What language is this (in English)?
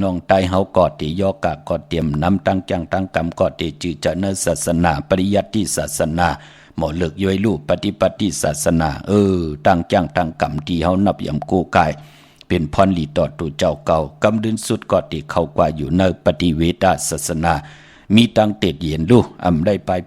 Shan